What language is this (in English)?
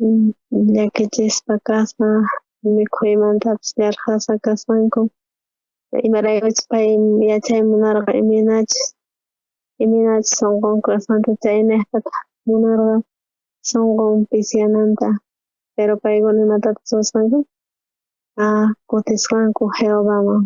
South Bolivian Quechua